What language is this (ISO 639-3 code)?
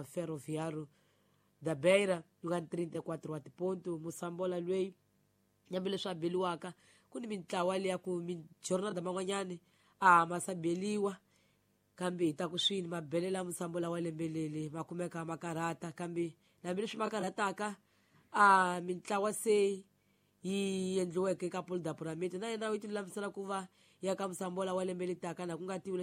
tso